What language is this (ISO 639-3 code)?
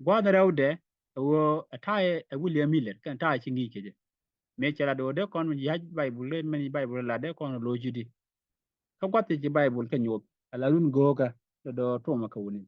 nus